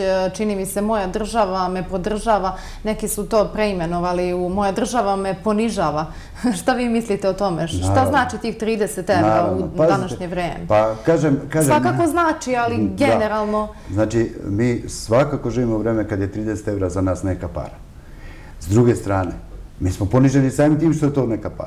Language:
Serbian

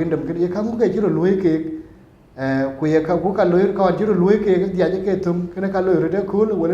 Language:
Dinka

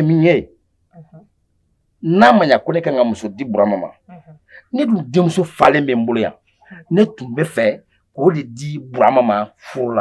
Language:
Bambara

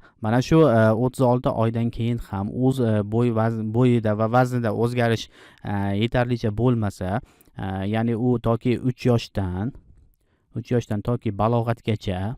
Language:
Uzbek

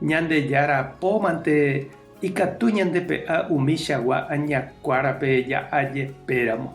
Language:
Guarani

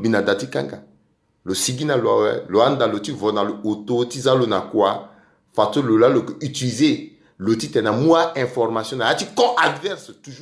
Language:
Sango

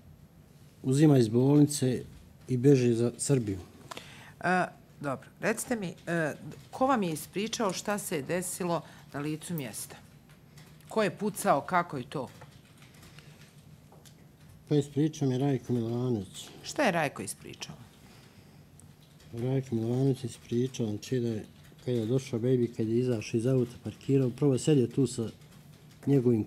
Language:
Bosnian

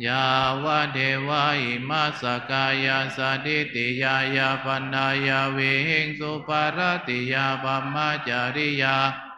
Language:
Pali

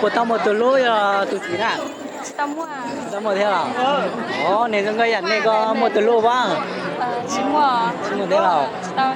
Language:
Hmong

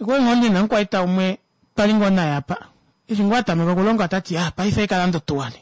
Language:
Kuanyama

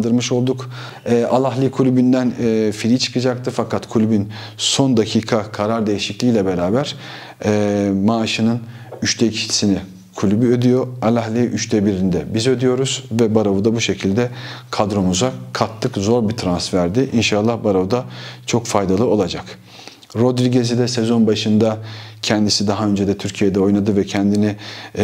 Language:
Turkish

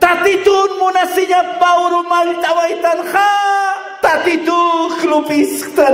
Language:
Aymara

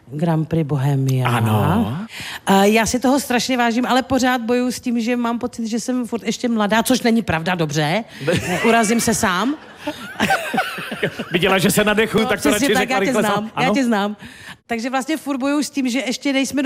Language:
Czech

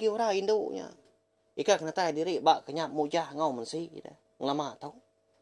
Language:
Iban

